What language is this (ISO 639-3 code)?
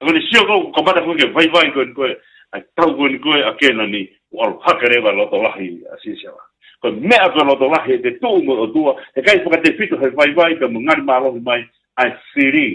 ton